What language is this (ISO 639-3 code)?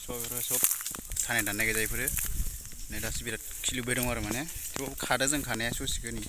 brx